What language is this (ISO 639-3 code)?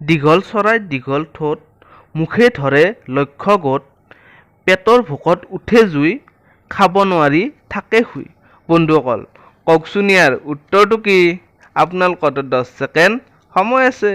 asm